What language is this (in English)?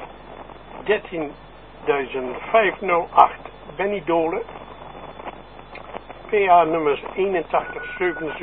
Dutch